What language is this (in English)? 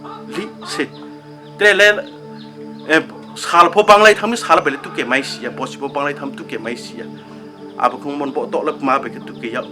Riang (India)